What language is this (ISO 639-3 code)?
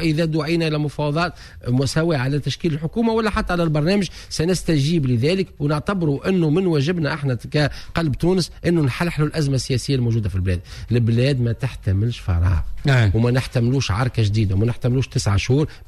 aeb